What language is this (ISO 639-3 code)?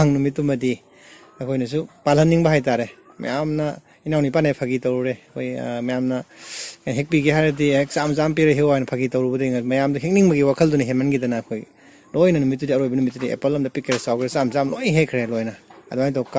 mni